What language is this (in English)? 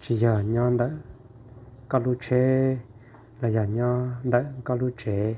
Hmong